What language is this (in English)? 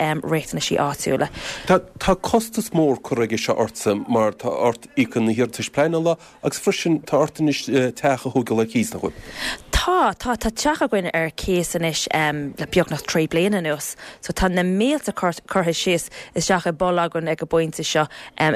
Irish